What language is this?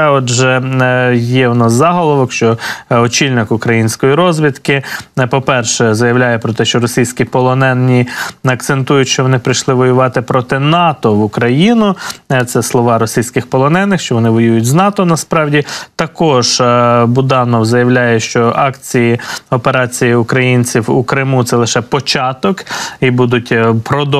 Ukrainian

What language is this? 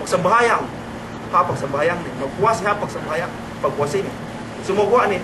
Yakan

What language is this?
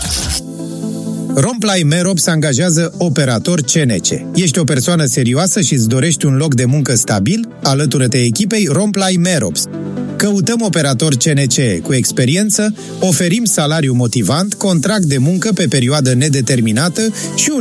Romanian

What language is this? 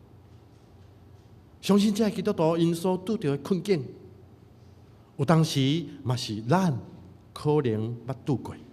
Min Nan Chinese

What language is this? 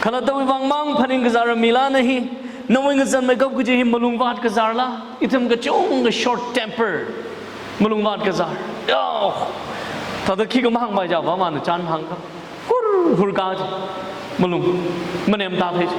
Tangkhul Naga (India)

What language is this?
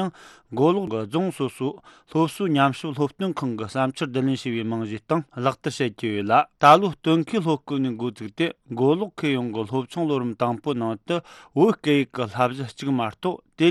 Tibetan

